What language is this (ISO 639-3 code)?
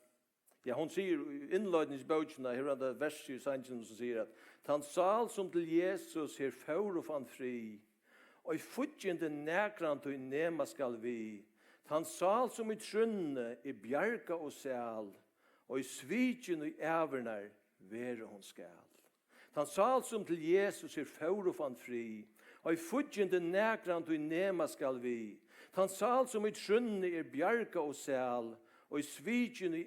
fao